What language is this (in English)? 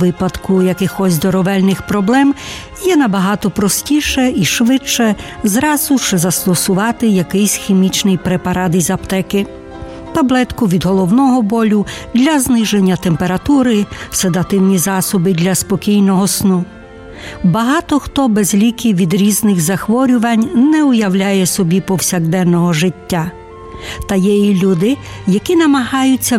Ukrainian